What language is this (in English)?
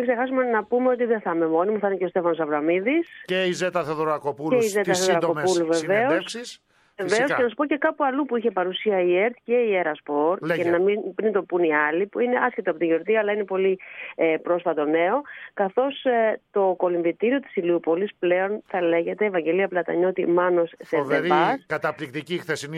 Greek